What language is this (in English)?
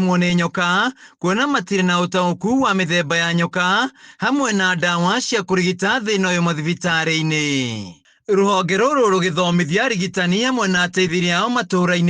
Kikuyu